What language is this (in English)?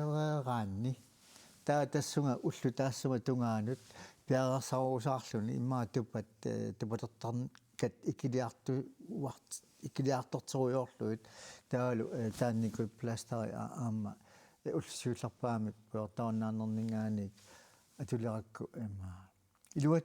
Kalaallisut